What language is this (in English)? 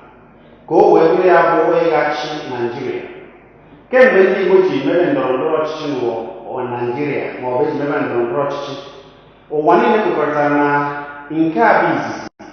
Igbo